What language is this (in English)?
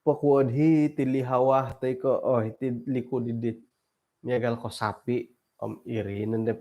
Central Dusun